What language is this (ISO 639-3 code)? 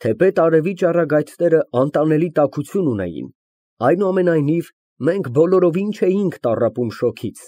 hye